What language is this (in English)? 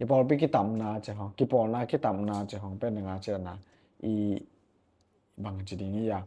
Tedim Chin